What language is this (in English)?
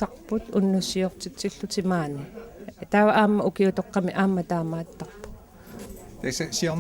Kalaallisut